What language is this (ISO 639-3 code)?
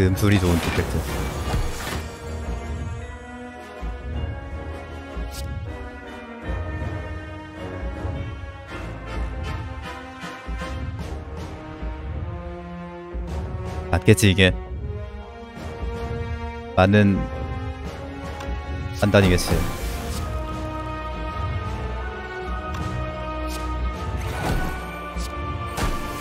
kor